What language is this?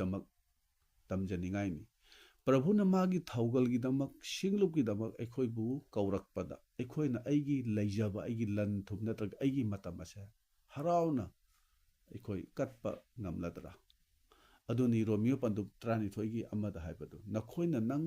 Manipuri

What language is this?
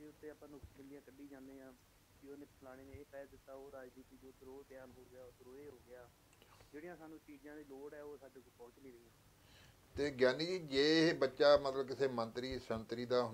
Punjabi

